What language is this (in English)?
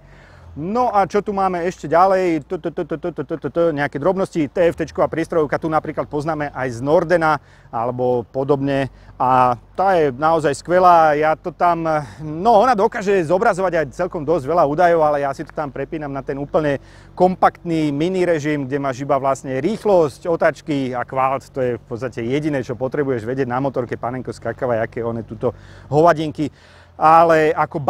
Slovak